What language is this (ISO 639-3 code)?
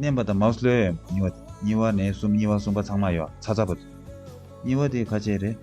bod